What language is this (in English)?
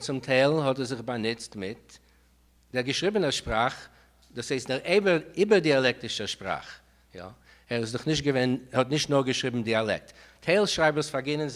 Yiddish